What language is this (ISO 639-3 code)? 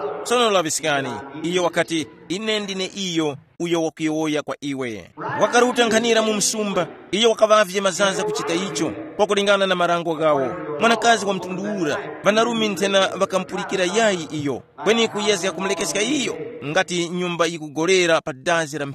tum